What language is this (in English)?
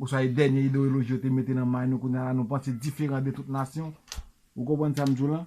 Haitian Creole